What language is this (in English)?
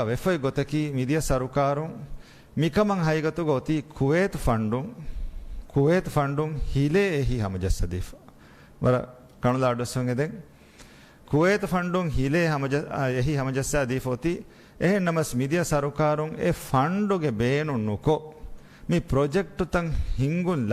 Divehi